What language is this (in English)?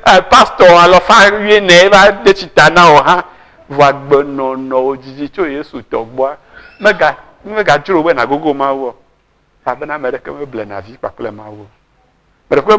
Ewe